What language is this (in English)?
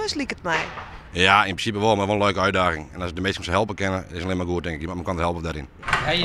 Western Frisian